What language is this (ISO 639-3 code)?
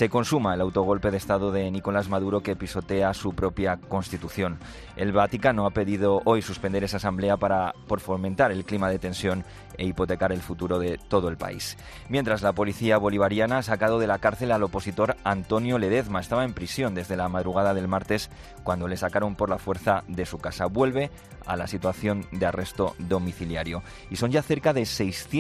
spa